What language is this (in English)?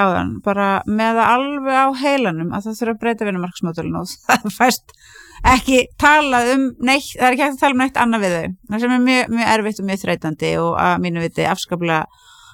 Icelandic